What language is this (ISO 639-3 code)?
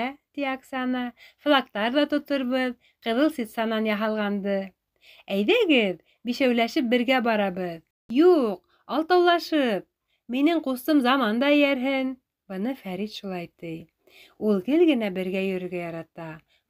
bak